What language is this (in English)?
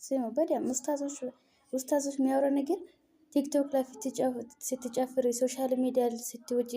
Amharic